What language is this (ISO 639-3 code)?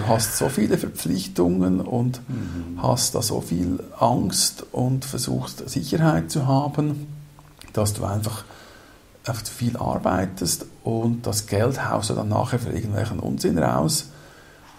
deu